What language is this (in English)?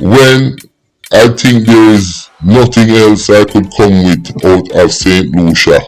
Jamaican Creole English